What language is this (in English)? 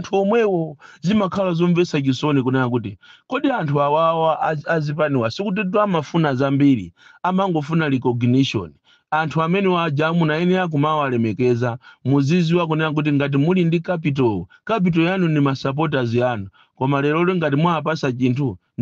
Nyanja